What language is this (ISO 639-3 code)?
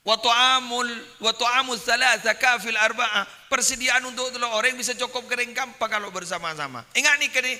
mad